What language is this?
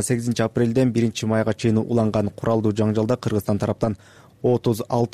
Kyrgyz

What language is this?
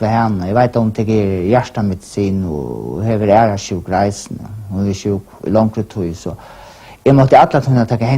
Faroese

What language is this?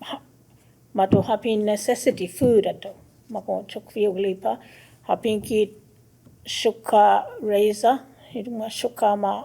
Choctaw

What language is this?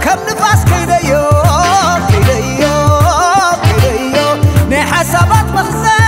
Tigrinya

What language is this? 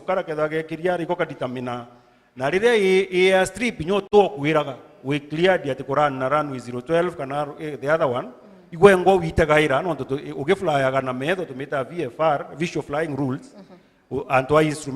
Meru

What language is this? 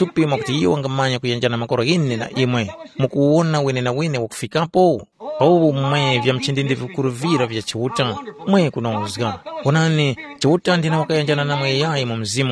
Tumbuka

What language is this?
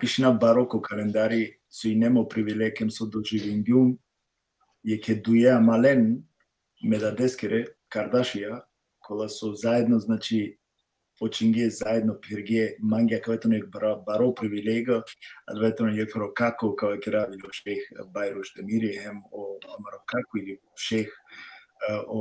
Balkan Romani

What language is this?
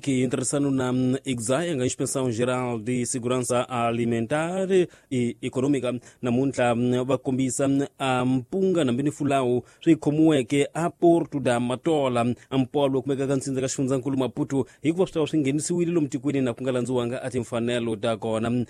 Tsonga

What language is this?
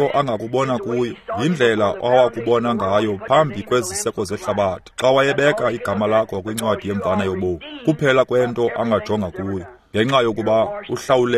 Xhosa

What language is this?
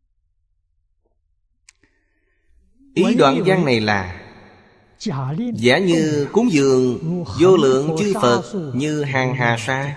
Vietnamese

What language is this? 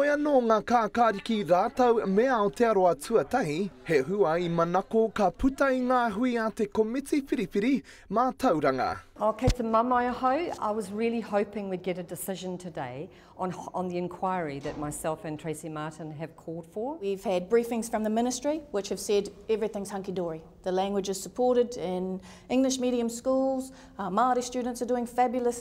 Māori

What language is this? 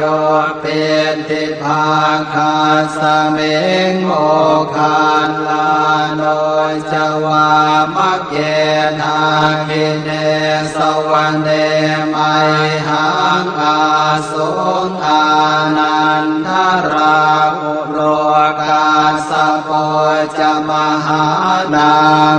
Pali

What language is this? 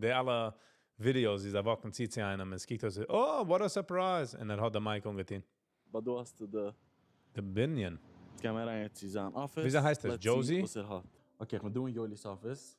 Yiddish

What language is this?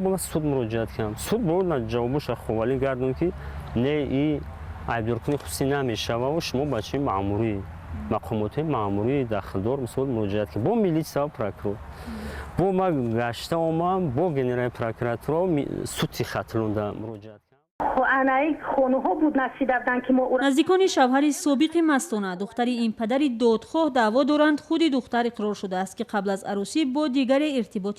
Tajik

